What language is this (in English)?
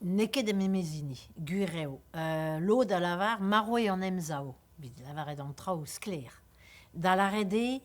Breton